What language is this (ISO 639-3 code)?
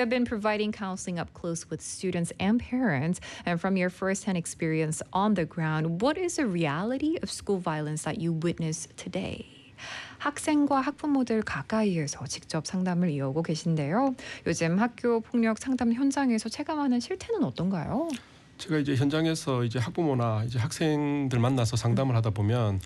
kor